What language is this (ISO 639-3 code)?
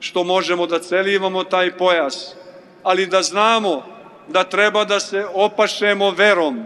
srp